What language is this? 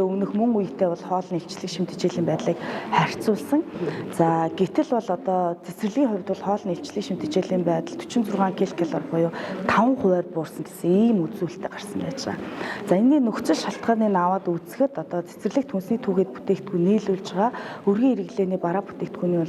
Mongolian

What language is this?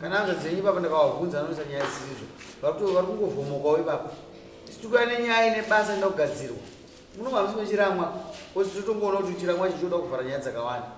Shona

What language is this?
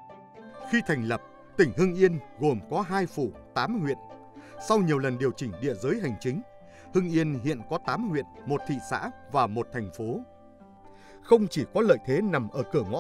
Vietnamese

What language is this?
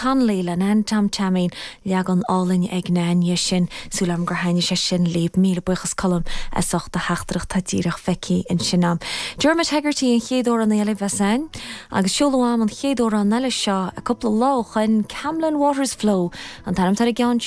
Irish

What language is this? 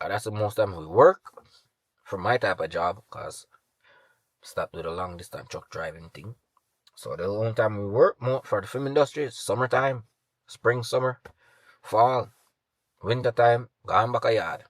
Jamaican Creole English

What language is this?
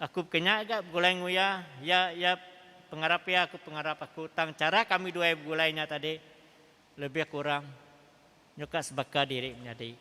Iban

